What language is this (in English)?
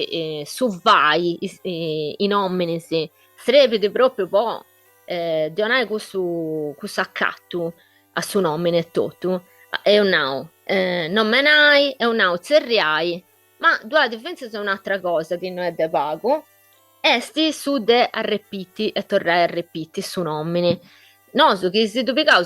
Sardinian